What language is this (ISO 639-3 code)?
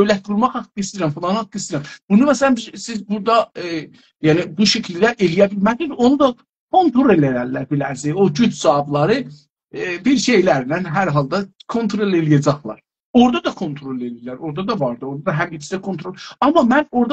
azb